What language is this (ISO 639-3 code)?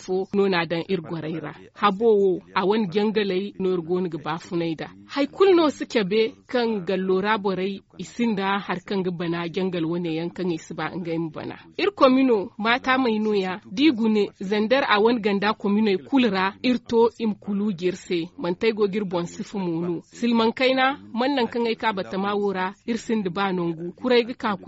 dje